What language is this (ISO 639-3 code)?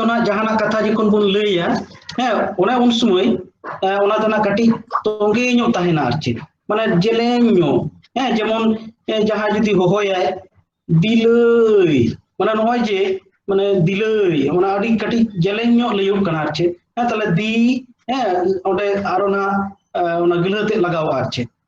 sat